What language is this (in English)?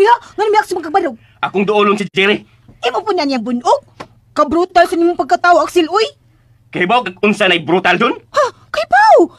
Cebuano